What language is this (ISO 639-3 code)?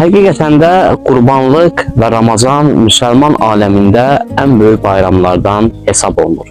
aze